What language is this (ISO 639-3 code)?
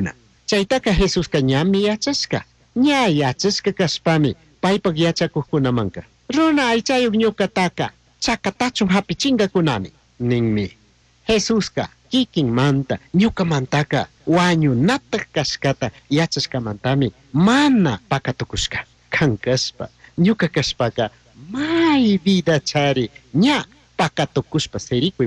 qug